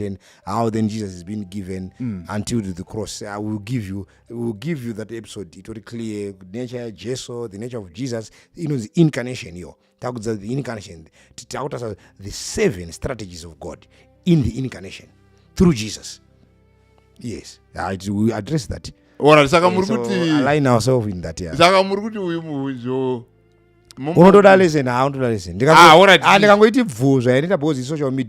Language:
Shona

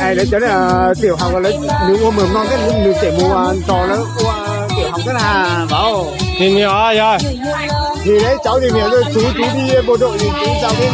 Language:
Hmong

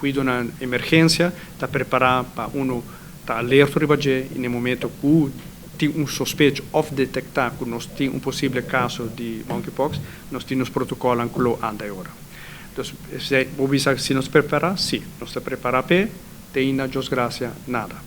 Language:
Papiamento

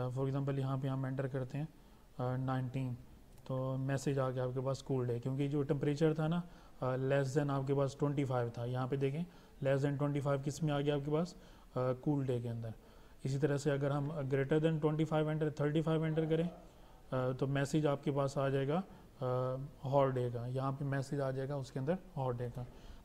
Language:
Hindi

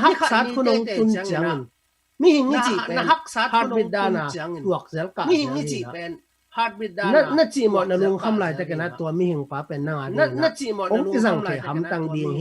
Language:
Tedim Chin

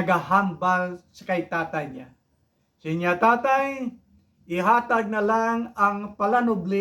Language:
Hiligaynon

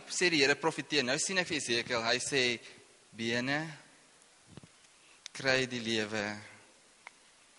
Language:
Afrikaans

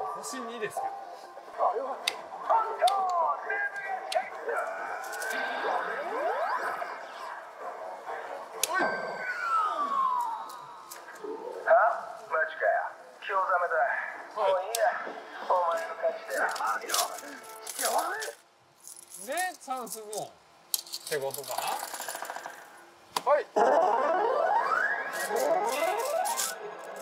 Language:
Japanese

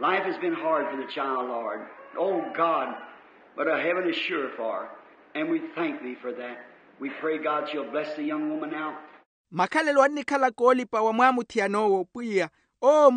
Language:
Makhuwa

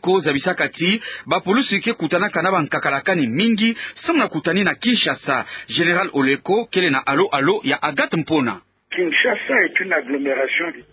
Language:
Kituba (Democratic Republic of Congo)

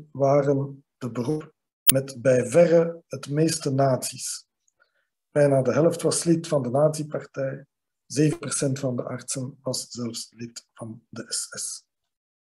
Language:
Dutch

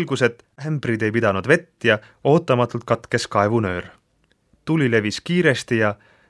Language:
Estonian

